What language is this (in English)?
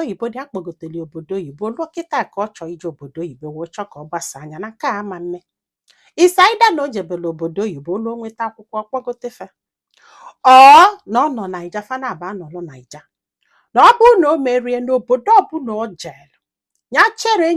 Igbo